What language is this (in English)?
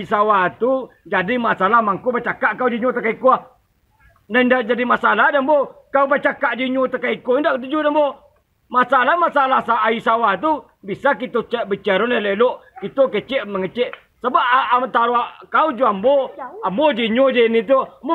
Minangkabau